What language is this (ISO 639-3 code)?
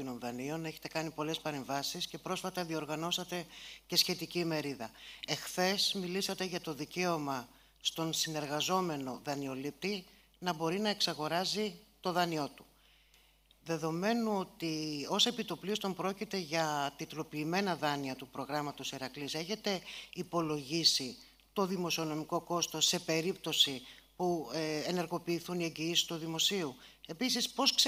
ell